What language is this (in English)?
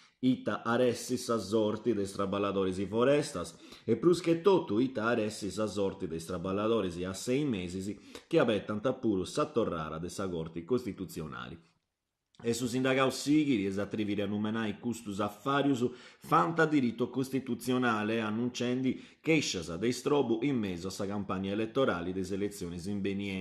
Sardinian